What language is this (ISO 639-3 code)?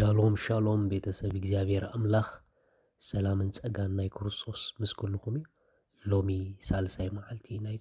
tir